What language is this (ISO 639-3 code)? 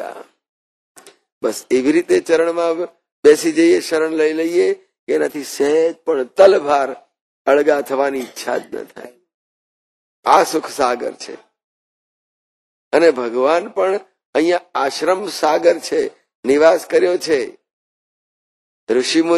guj